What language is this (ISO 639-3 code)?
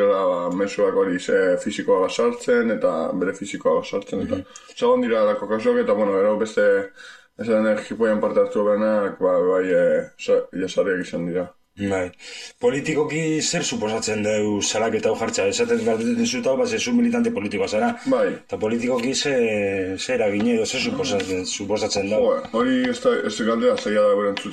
eus